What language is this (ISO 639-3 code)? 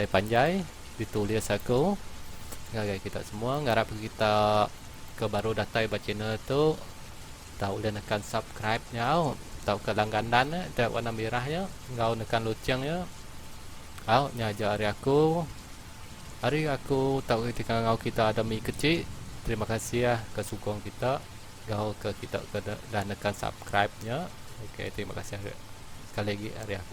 iba